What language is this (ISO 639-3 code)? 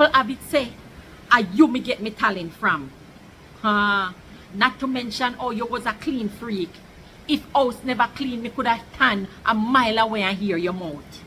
jam